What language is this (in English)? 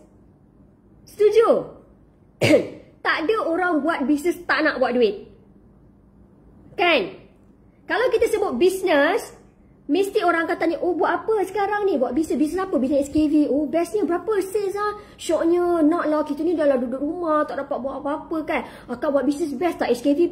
Malay